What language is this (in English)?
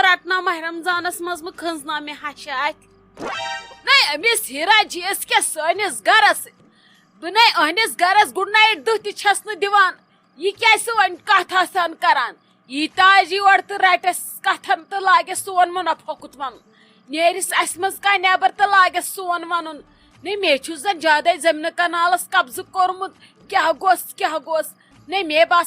Kashmiri